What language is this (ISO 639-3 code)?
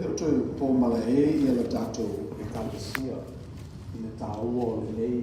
smo